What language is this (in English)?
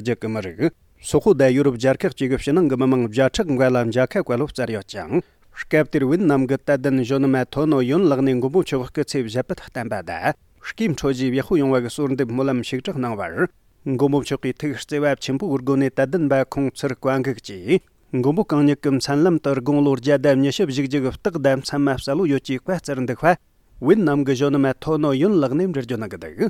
Tibetan